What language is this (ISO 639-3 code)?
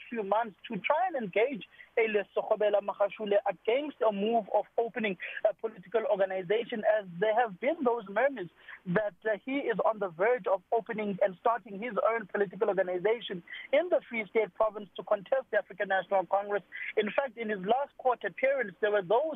eng